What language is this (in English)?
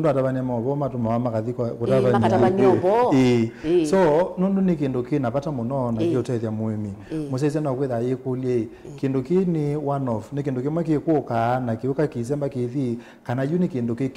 Kamba